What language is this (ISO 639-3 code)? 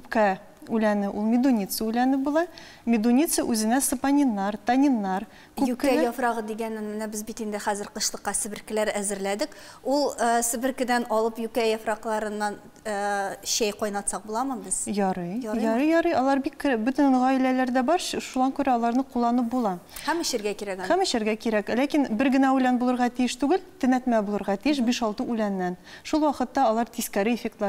tat